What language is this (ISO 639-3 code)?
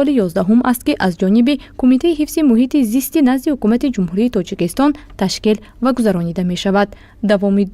tgk